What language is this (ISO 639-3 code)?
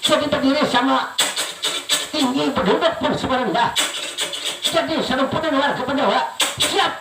bjn